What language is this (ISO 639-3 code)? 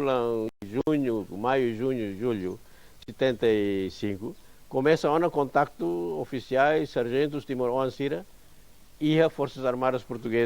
tet